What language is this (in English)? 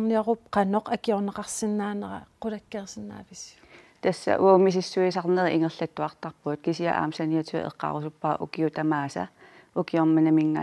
Kalaallisut